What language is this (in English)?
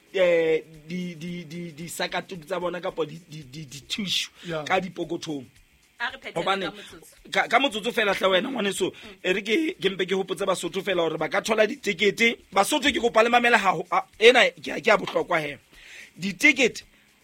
Southern Sotho